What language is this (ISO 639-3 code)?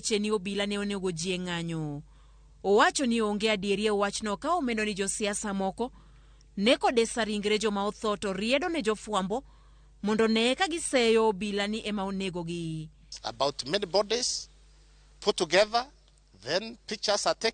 luo